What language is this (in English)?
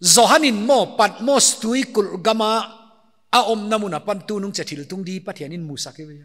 Paite Chin